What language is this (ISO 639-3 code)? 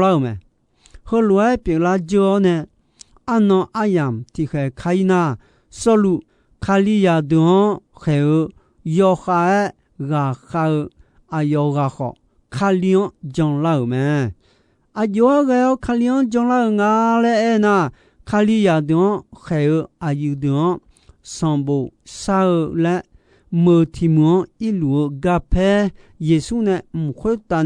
ahk